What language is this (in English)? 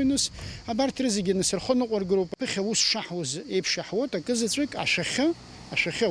Abkhazian